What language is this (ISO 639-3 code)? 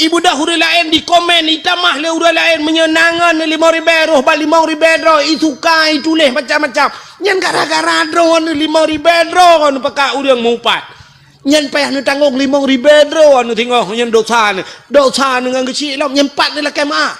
ace